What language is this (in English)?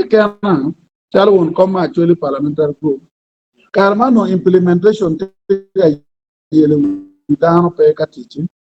Acoli